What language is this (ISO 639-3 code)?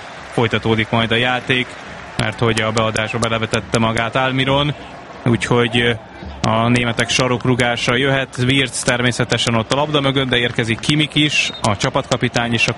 hun